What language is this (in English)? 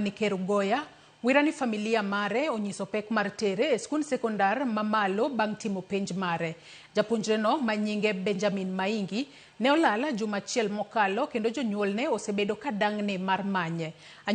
Luo (Kenya and Tanzania)